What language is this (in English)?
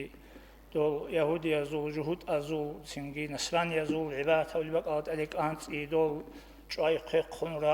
Avaric